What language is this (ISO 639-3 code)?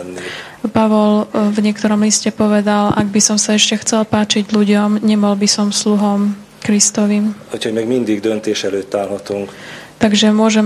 slk